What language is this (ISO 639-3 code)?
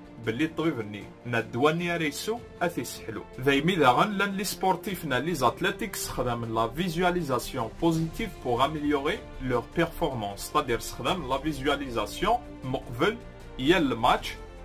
kab